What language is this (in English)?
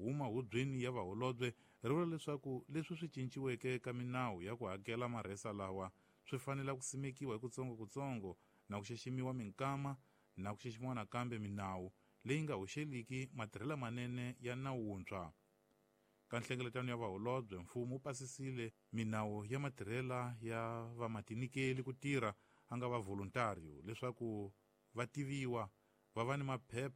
Tsonga